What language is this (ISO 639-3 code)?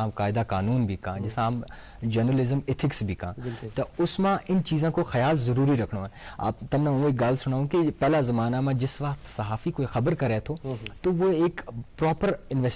gju